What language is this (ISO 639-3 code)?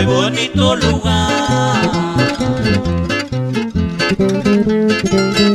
spa